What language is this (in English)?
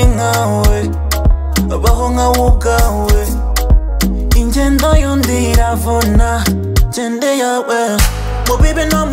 Kinyarwanda